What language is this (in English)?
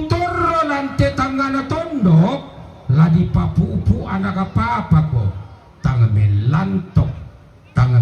Toraja-Sa'dan